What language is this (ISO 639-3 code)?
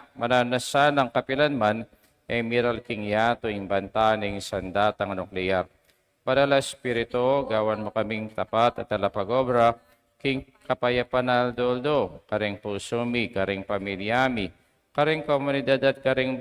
pam